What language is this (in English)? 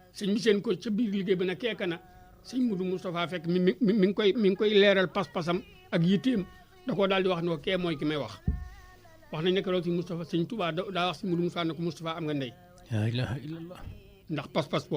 Wolof